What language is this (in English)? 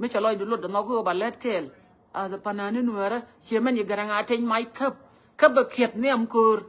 Nuer